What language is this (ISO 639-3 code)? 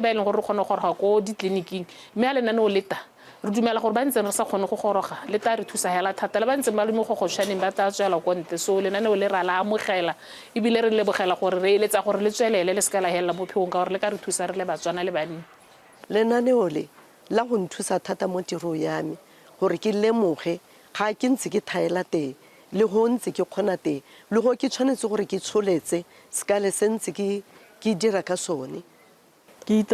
tsn